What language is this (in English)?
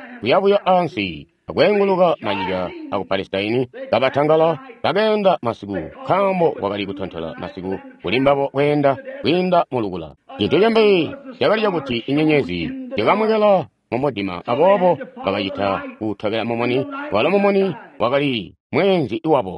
Tonga (Zambia)